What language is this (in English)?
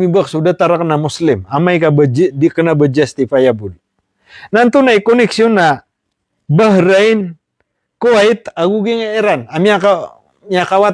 Maranao